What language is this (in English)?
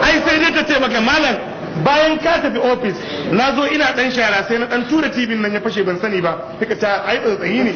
Hausa